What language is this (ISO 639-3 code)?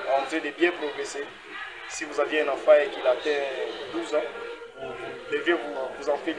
fra